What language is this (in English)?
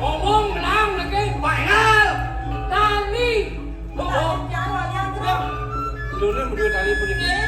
Balinese